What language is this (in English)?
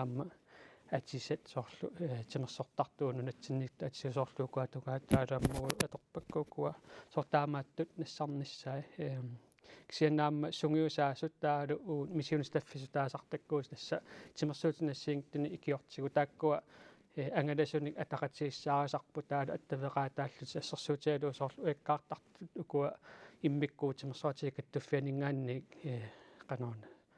Kalaallisut